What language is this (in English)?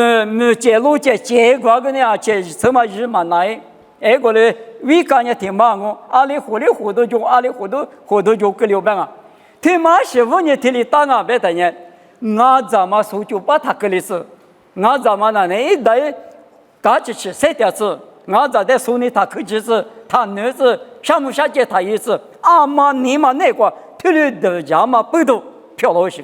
Lisu